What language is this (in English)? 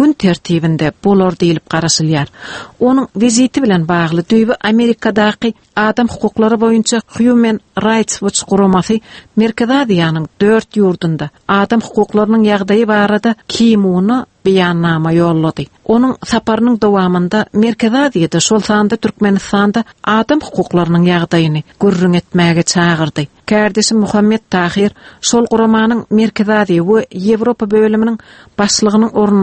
Turkmen